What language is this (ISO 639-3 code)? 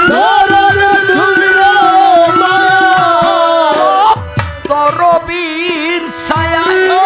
ben